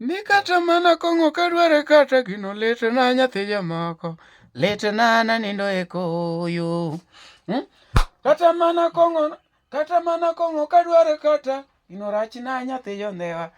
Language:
Luo (Kenya and Tanzania)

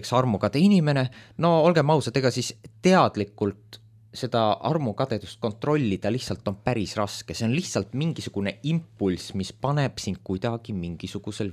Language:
Estonian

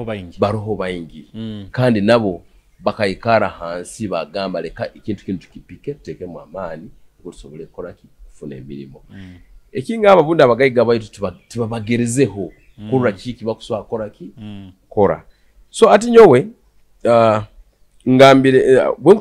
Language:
Tooro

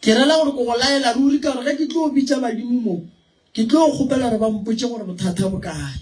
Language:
Northern Sotho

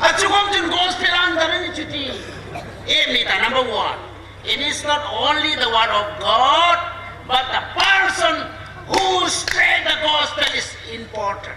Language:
Hmar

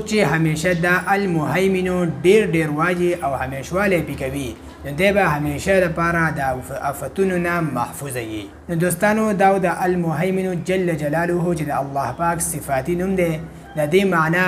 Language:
Pashto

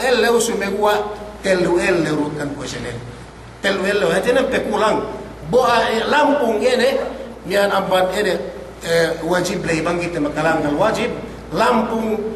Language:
Yakan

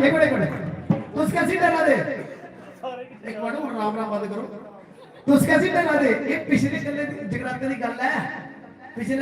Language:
Dogri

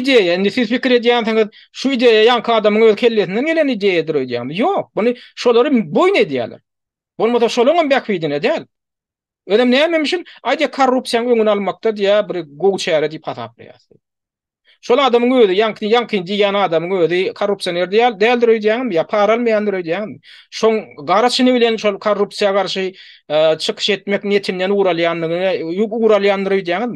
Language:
Turkmen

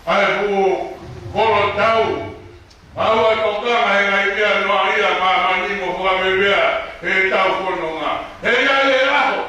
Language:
Tongan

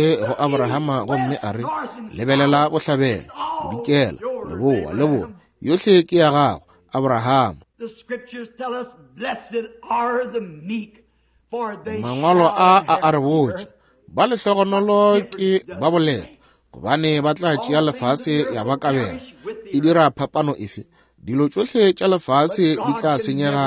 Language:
Northern Sotho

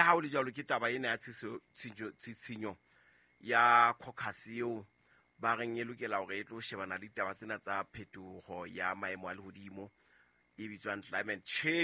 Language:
Southern Sotho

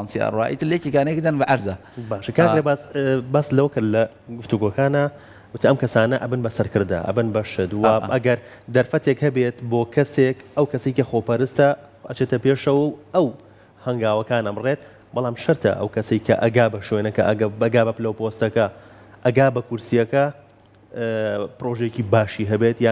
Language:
Central Kurdish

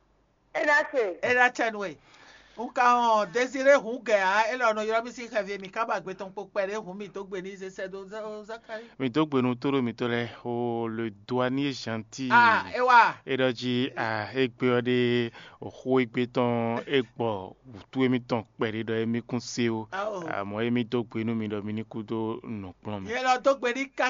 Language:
Fon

